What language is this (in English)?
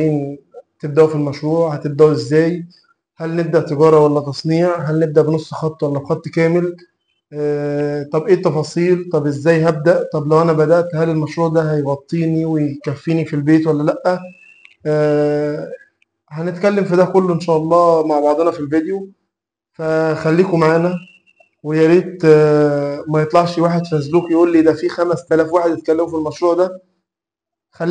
Egyptian Arabic